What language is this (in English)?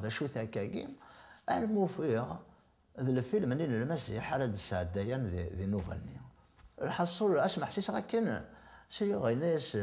Kabyle